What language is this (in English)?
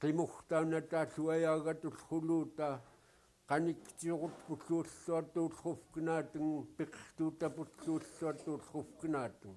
Central Yupik